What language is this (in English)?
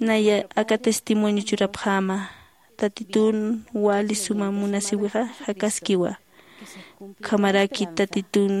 Aymara